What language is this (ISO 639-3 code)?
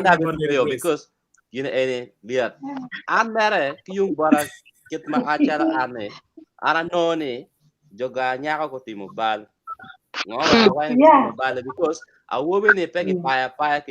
ach